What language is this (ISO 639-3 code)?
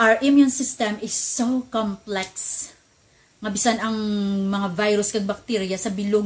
hil